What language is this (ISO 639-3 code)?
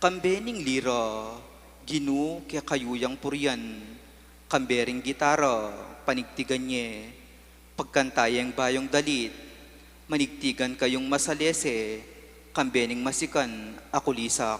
pam